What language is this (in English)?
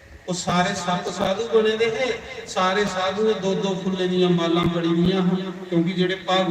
Dogri